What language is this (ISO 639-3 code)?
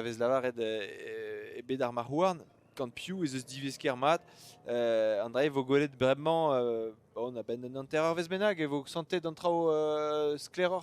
bre